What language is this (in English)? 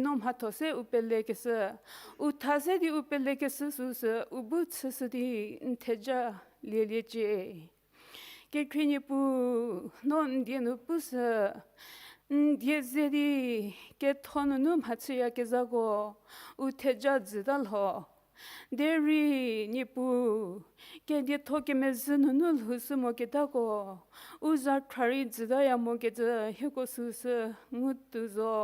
Angami Naga